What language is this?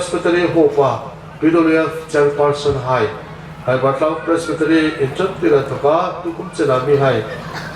Hmar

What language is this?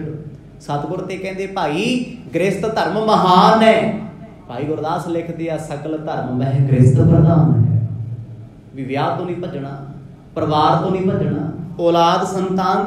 Punjabi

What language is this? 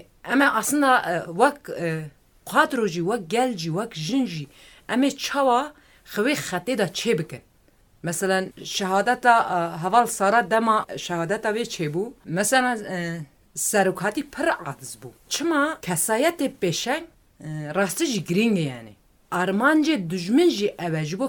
Kurdish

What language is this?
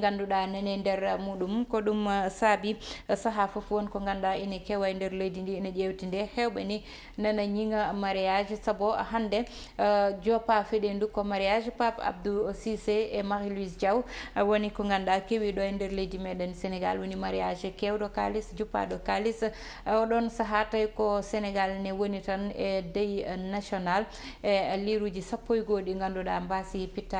Fula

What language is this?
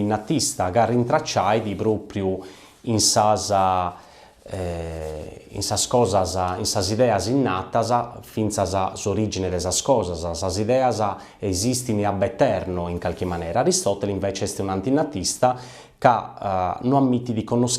Sardinian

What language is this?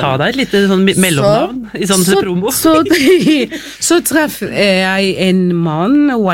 Norwegian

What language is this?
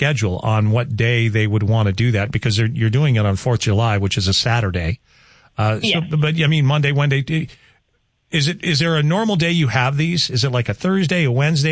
English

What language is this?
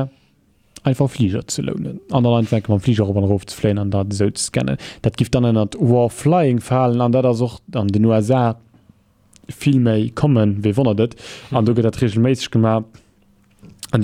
Luxembourgish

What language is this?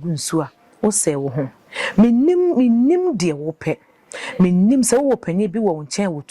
Akan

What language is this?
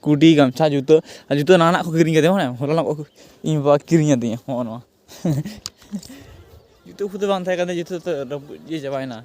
Santali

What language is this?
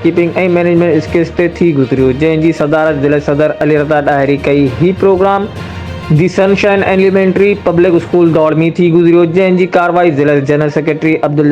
Sindhi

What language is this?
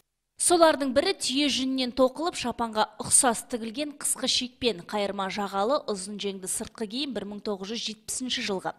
Kazakh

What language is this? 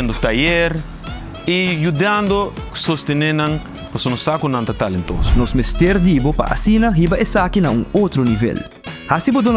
Papiamento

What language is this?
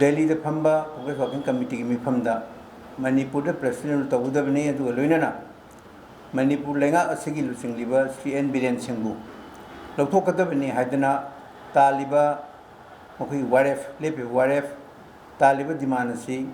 Manipuri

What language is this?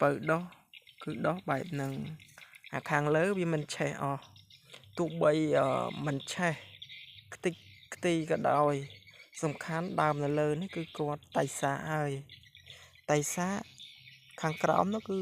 Khmer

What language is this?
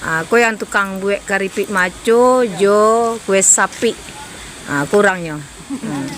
Minangkabau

